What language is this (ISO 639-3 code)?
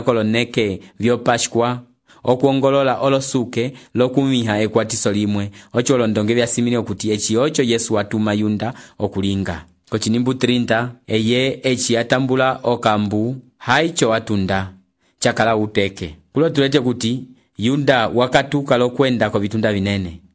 umb